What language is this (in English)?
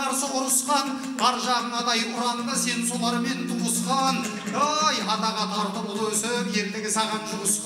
Kazakh